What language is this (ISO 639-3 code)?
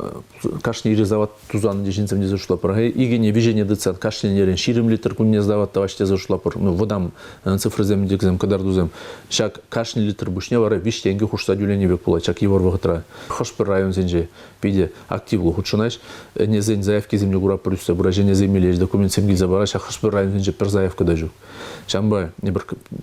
chv